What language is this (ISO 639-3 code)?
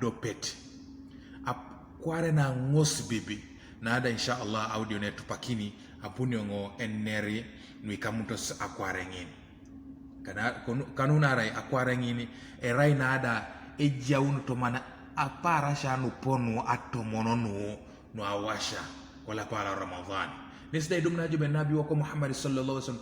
teo